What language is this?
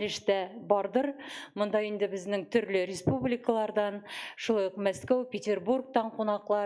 Tatar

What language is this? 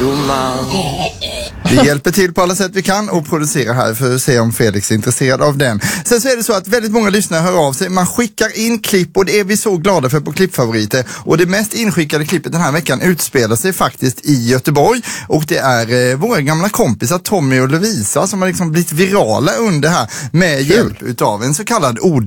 Swedish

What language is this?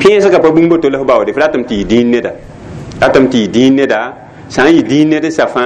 Mossi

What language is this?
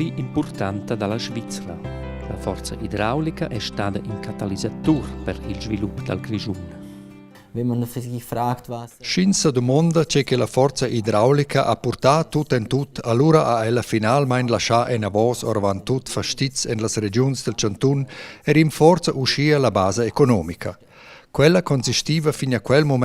Romansh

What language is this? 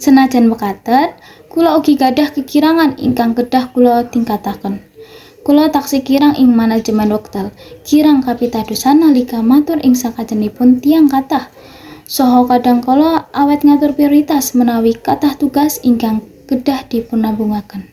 Javanese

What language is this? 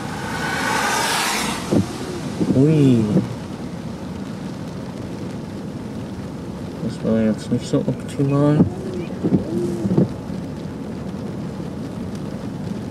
German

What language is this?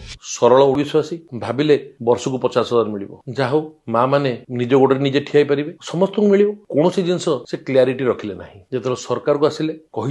Odia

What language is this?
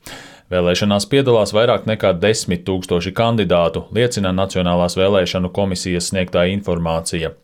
Latvian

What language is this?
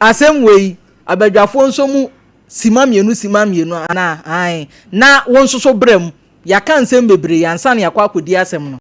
Akan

